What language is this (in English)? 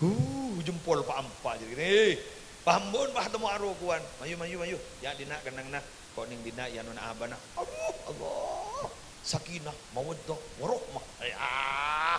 Madurese